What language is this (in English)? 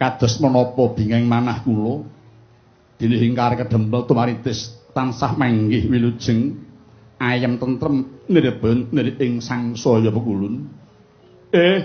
Javanese